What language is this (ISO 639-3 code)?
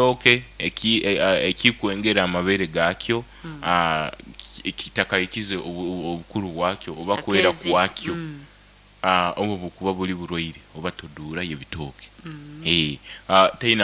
nyo